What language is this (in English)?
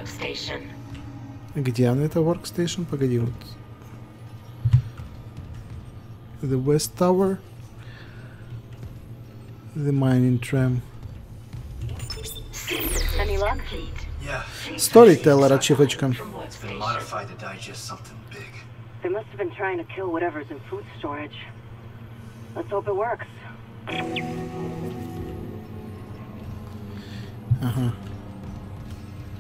Russian